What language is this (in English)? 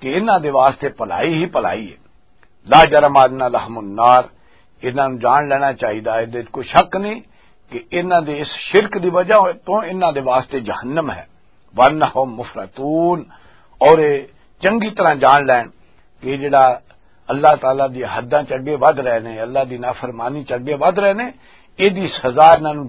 Western Panjabi